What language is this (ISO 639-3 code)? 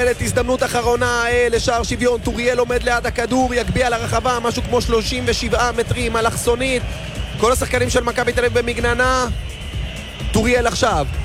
heb